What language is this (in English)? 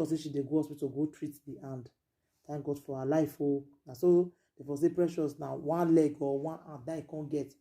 Nigerian Pidgin